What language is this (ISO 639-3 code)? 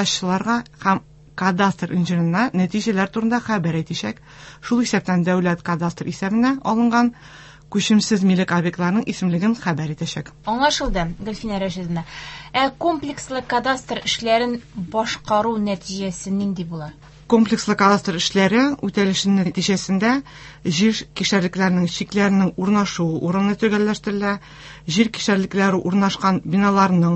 tat